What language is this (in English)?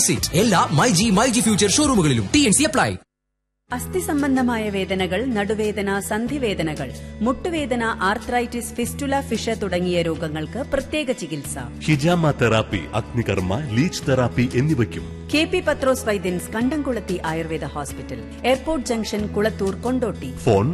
Malayalam